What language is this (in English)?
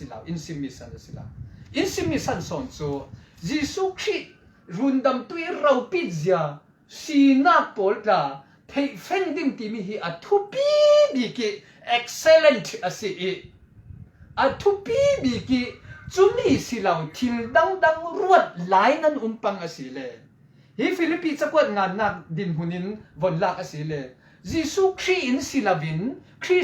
Falam Chin